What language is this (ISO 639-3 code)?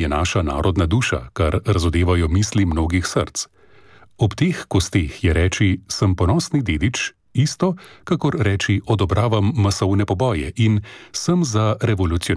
slv